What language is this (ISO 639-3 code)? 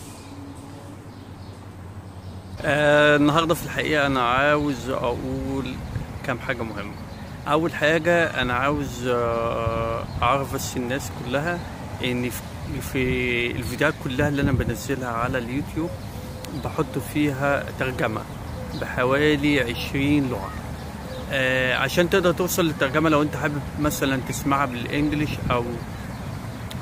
arz